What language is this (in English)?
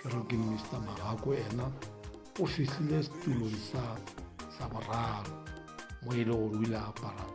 Northern Sotho